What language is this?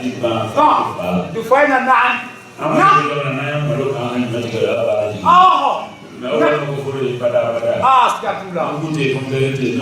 Bambara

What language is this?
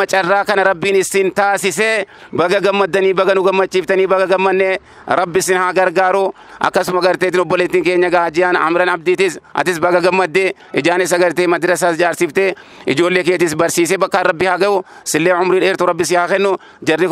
Oromo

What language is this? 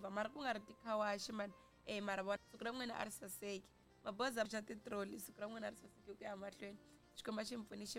Tsonga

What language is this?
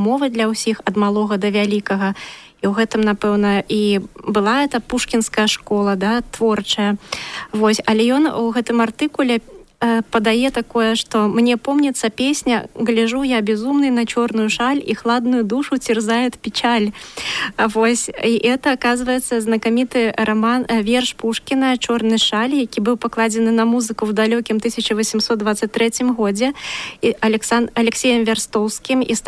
Belarusian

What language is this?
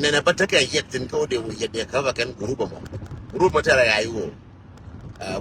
Nuer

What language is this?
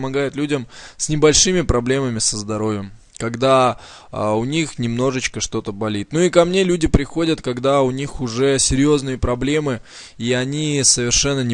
Russian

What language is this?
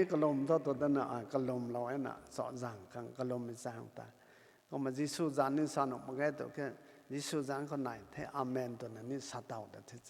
Rongmei Naga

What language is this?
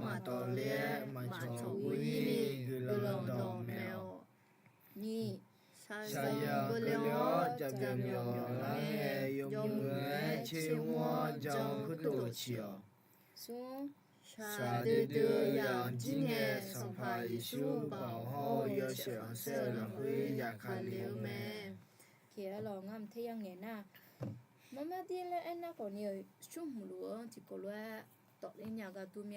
Akha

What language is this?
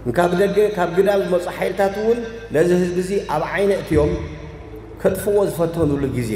Tigrinya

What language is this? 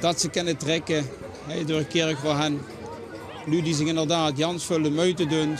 Limburgish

